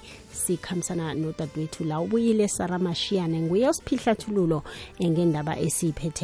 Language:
South Ndebele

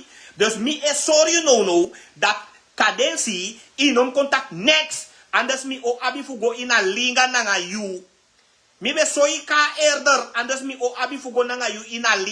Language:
Sranan Tongo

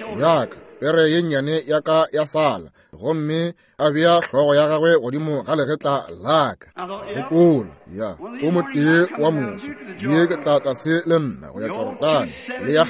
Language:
Northern Sotho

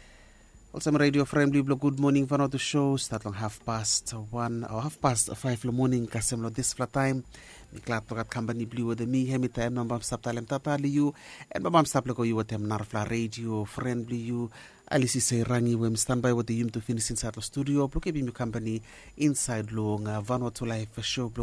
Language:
Bislama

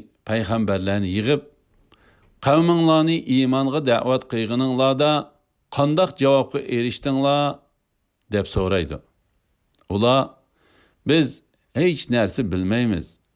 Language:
Uyghur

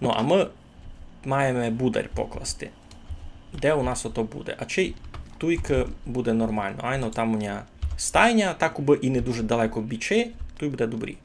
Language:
Rusyn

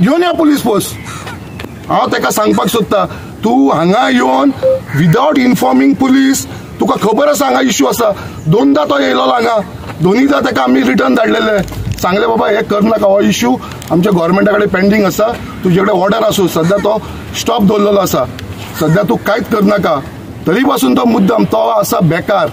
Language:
Konkani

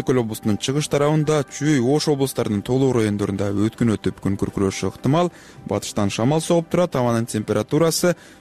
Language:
Kyrgyz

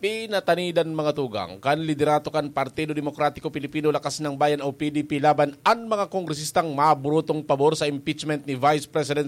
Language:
Bikol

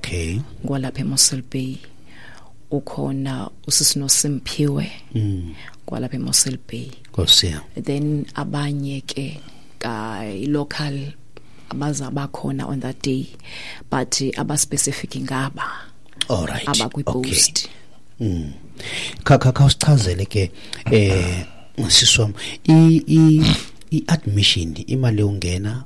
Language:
Xhosa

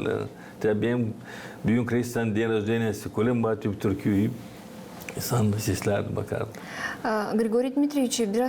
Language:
Gagauz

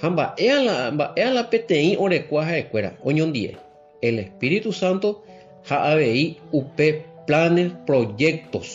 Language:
Guarani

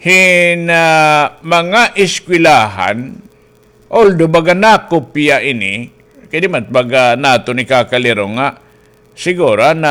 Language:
Waray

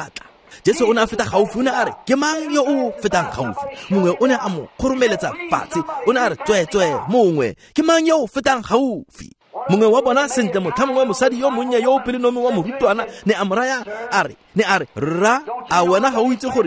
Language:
Tswana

